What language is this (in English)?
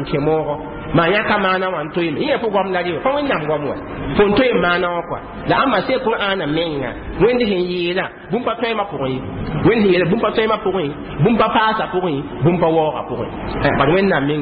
Mossi